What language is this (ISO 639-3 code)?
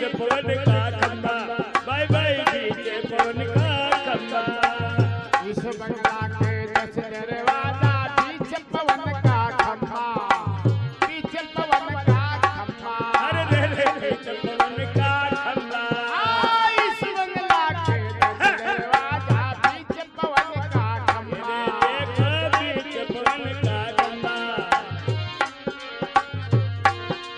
raj